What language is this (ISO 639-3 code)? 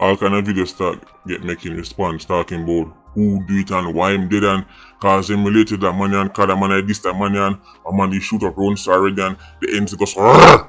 jam